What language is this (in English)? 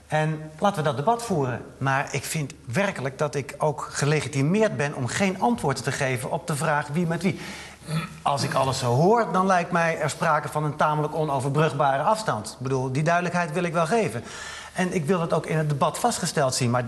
Dutch